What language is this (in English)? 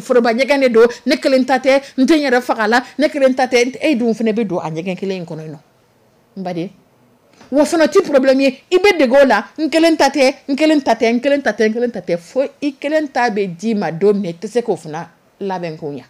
Dyula